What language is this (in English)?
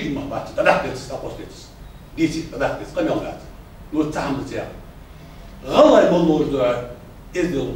Ingush